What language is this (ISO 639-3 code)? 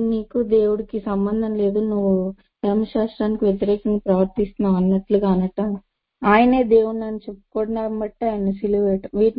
tel